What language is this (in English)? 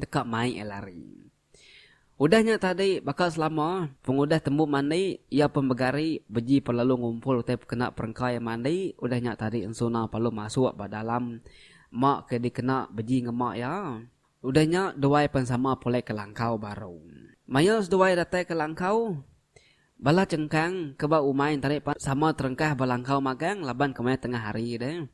Iban